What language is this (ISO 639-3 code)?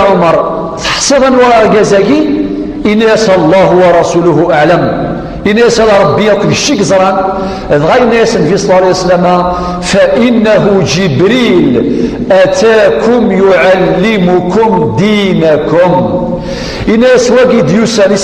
kab